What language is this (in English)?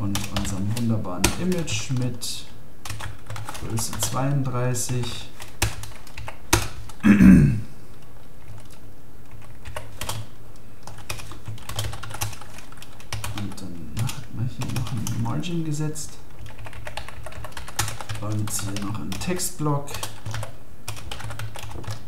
German